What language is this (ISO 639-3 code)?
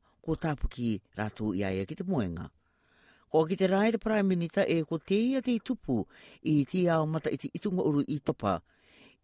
rar